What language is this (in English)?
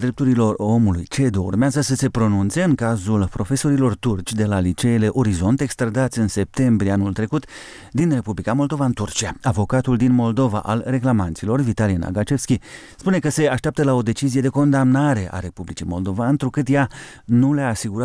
Romanian